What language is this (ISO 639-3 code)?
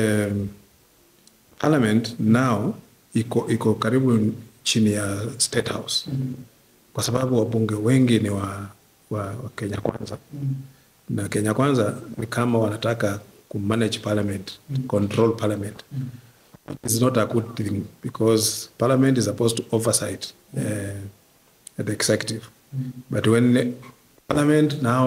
swa